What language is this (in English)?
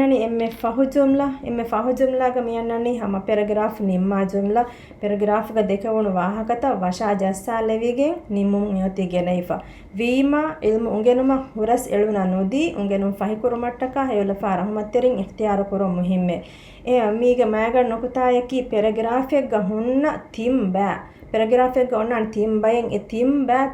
Divehi